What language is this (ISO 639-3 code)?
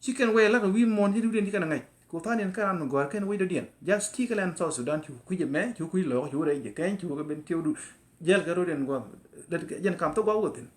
nus